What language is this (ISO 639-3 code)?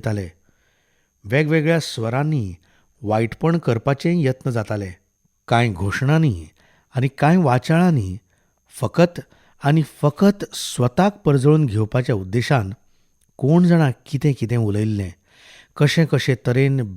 kok